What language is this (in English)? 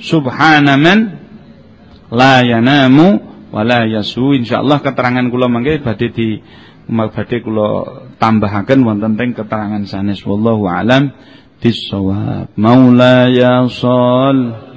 Javanese